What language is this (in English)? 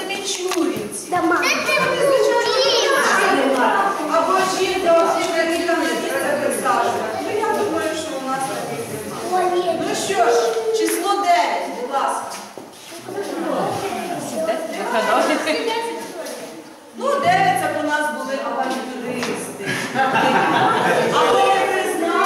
Ukrainian